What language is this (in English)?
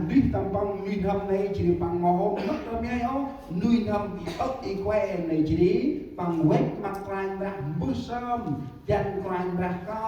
Central Mnong